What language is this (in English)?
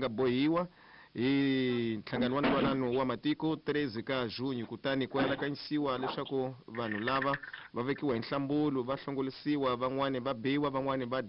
Tsonga